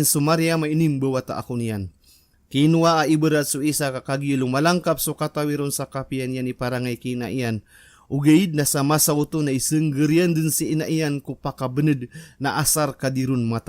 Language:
Maranao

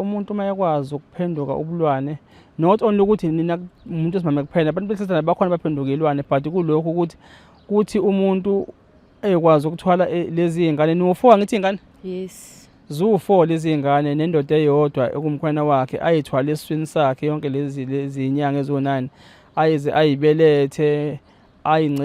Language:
Zulu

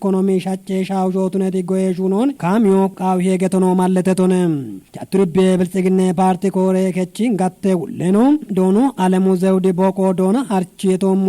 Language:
Kafa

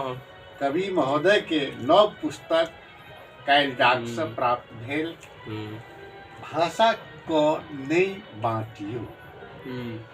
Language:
Maithili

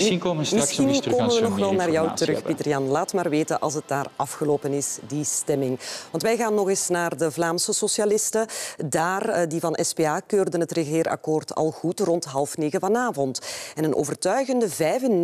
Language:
Dutch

